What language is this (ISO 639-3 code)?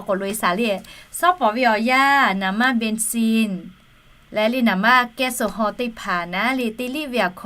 lhu